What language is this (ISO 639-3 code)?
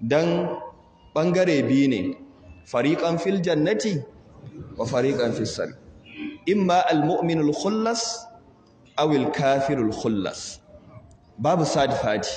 hau